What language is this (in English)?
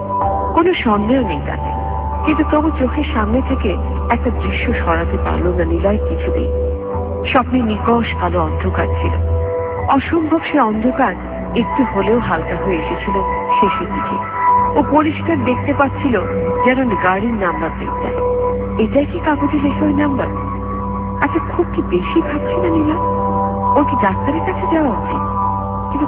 Bangla